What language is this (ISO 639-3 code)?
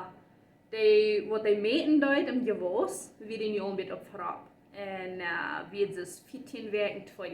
pdt